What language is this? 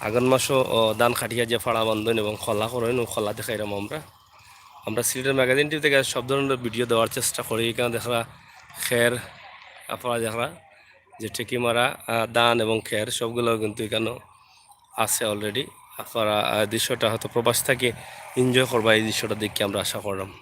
Sylheti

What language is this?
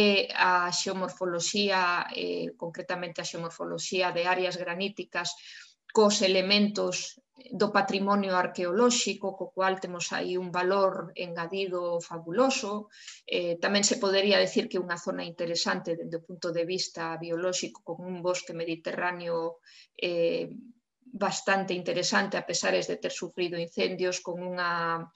Galician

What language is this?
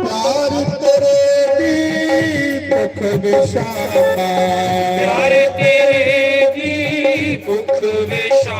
Dogri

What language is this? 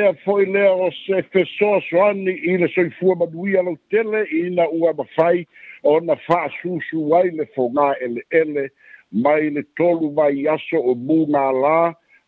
Samoan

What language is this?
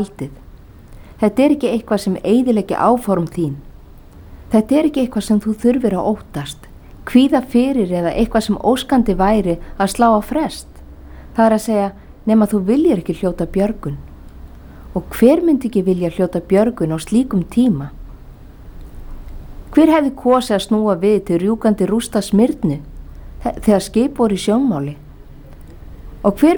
Icelandic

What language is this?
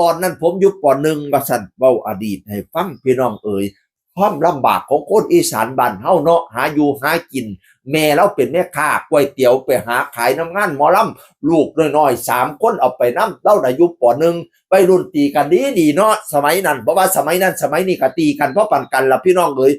Northeastern Thai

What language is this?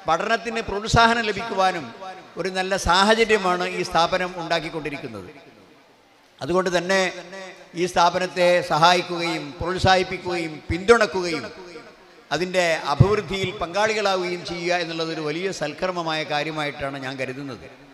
Malayalam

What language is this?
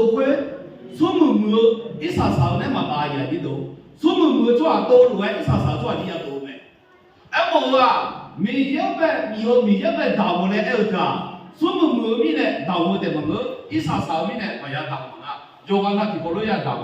Akha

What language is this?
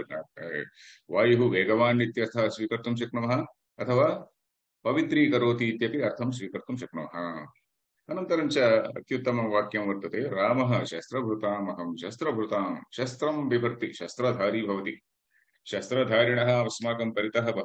Sanskrit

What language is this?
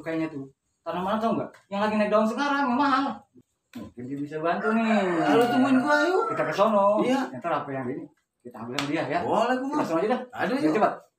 Betawi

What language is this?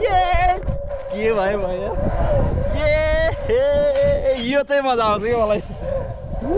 Nepali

